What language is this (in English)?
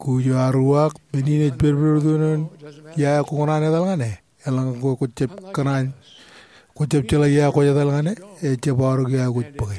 Marshallese